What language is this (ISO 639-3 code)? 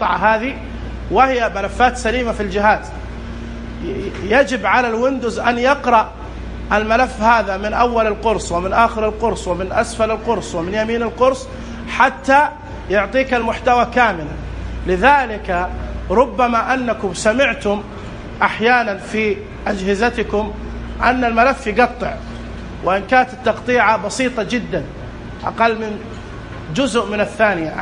ars